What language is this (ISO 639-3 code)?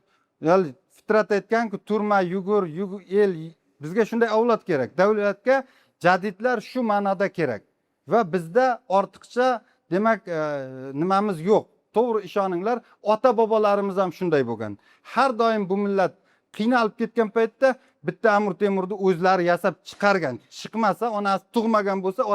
uzb